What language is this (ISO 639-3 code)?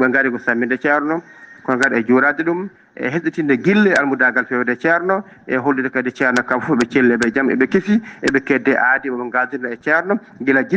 ful